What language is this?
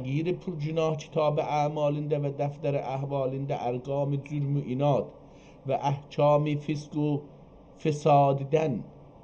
South Azerbaijani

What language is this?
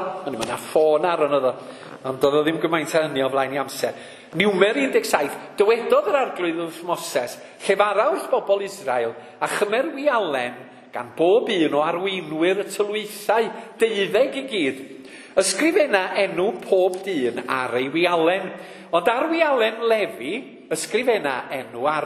Welsh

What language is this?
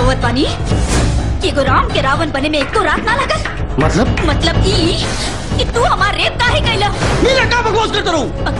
Bhojpuri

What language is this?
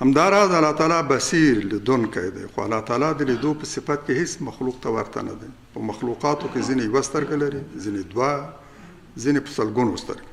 Pashto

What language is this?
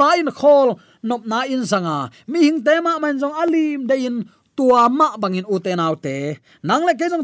Tedim Chin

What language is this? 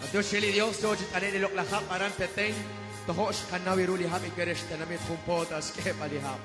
Kekchí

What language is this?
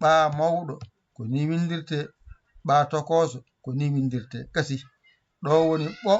Fula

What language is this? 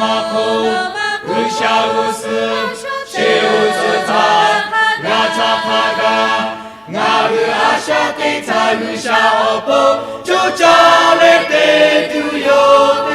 Lahu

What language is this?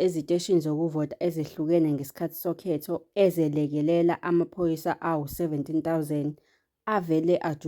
Zulu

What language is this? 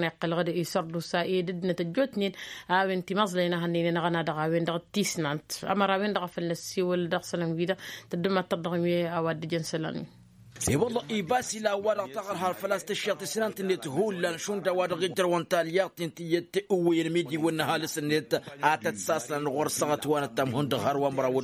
Tamasheq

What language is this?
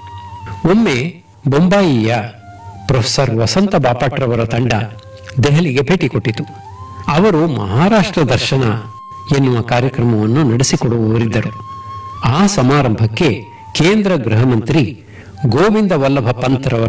Kannada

